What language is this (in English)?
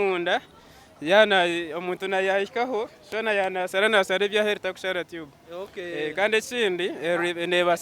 Nyankole